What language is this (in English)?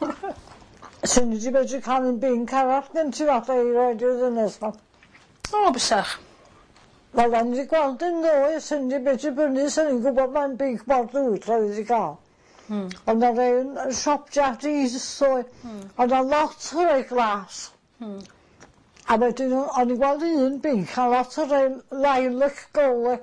Welsh